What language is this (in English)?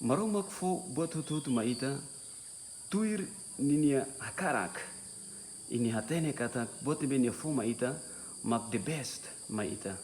Tetum